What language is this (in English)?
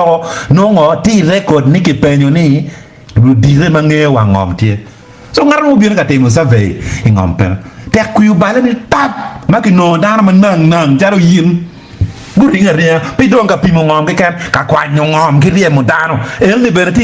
Acoli